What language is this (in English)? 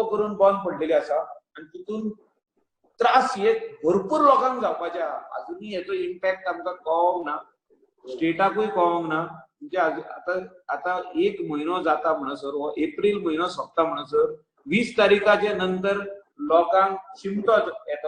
Konkani